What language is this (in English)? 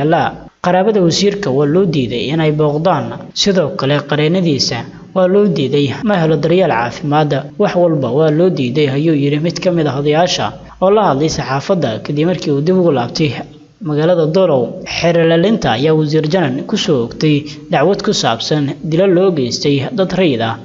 Somali